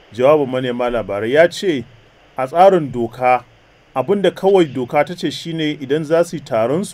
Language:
Hausa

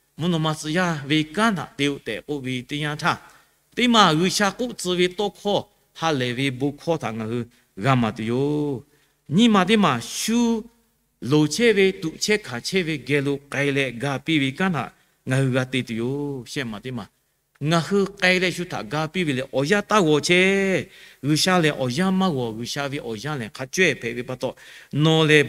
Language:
Lahu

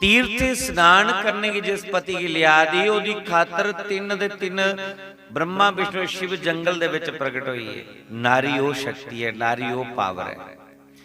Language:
Dogri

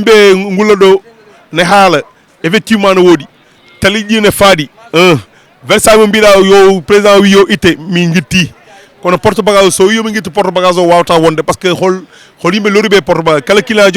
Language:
Fula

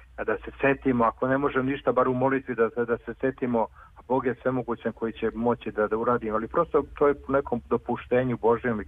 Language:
Serbian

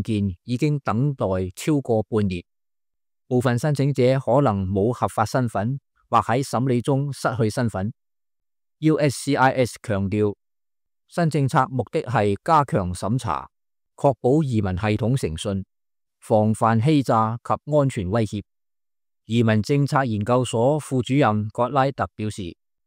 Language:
Cantonese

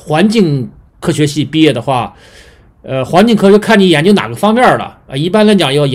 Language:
Chinese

